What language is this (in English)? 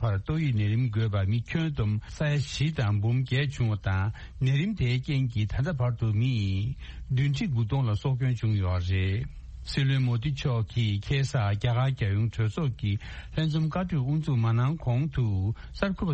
Tibetan